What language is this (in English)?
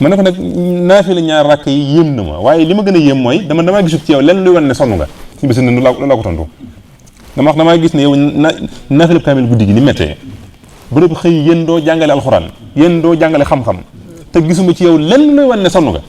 Wolof